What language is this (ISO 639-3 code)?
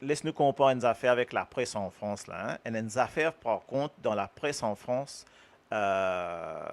mfe